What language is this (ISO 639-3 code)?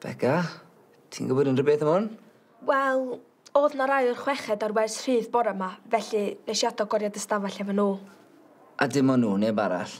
cym